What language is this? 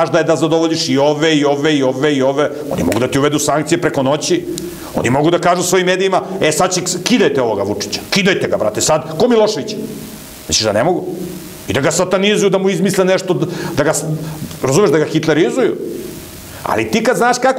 Serbian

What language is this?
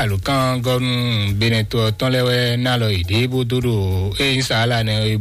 Fon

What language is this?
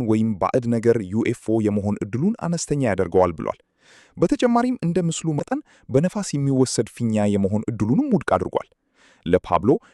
Amharic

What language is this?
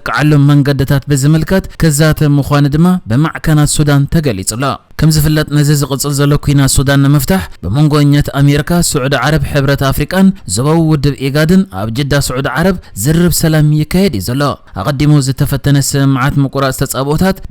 Tigrinya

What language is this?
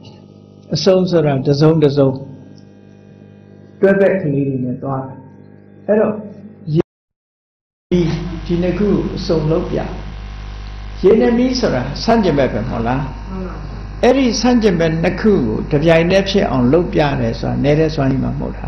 Burmese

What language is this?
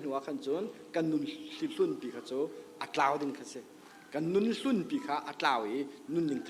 Hakha Chin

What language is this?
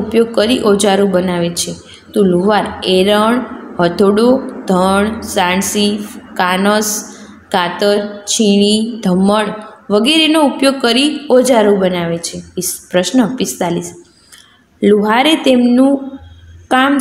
Gujarati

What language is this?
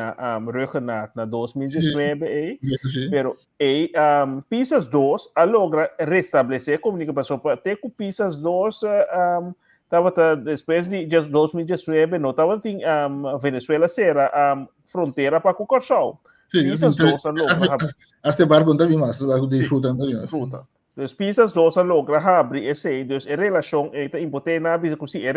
Papiamento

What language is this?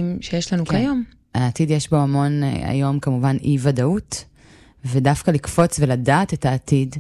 Hebrew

